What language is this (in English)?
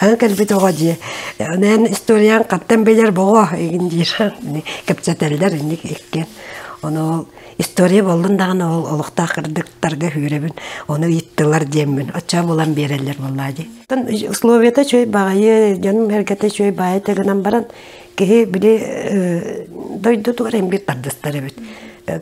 Yakut